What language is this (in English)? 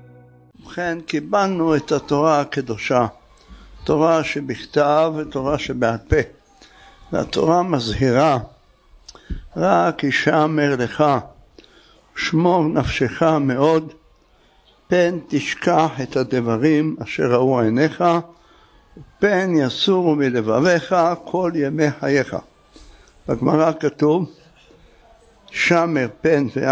Hebrew